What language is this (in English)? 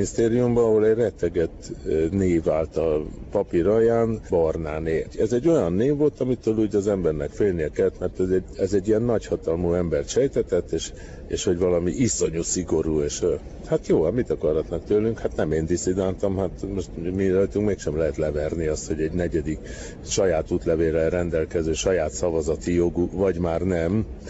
Hungarian